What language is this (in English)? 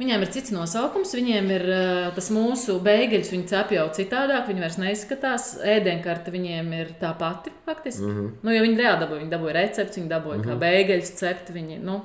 Latvian